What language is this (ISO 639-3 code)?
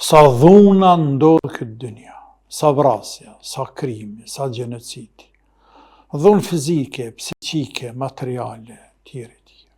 sqi